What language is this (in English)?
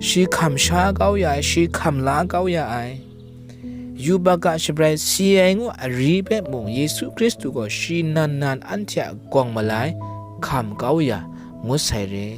Kachin